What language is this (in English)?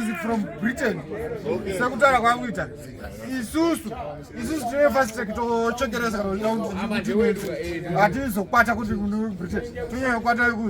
Shona